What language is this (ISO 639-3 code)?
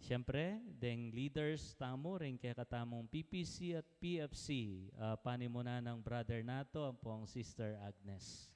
pam